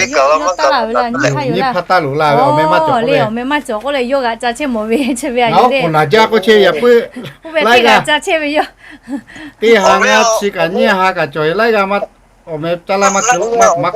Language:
Lahu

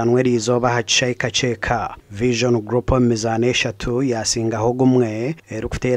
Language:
Nyankole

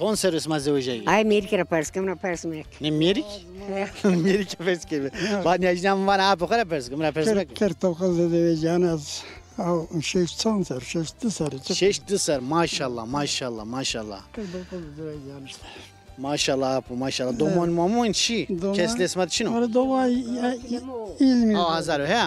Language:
Zaza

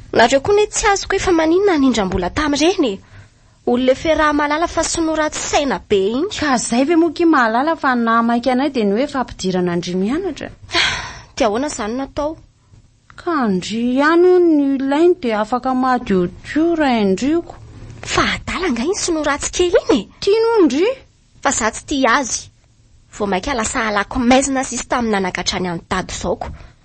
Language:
Malagasy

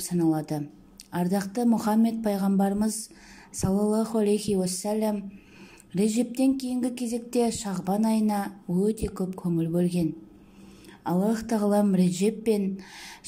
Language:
Kazakh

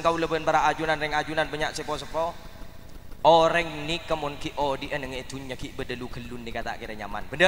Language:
Madurese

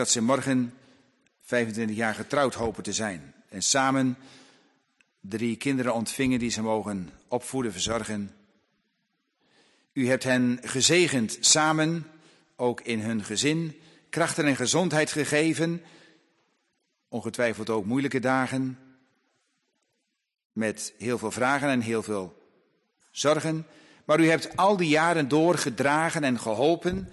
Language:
Dutch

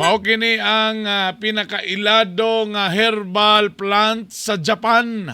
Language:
Cebuano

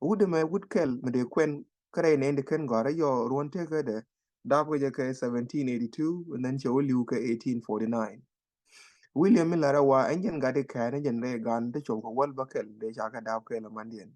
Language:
Nuer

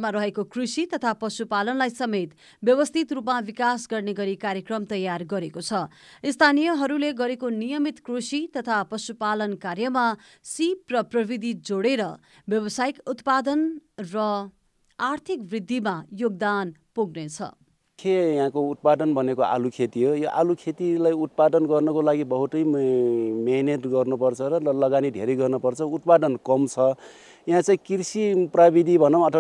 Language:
Nepali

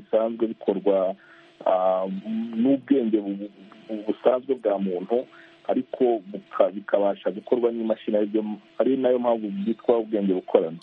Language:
Kinyarwanda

